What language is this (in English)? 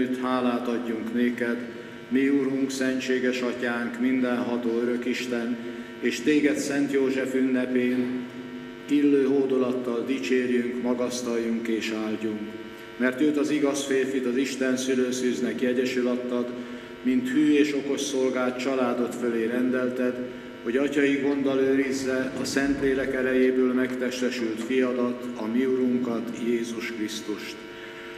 Hungarian